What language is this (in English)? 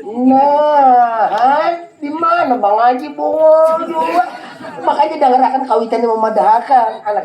Banjar